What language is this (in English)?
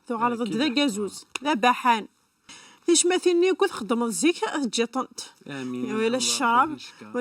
Kabyle